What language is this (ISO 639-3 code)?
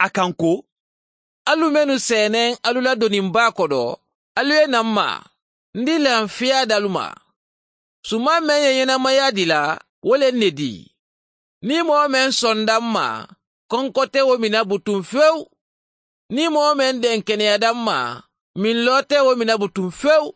man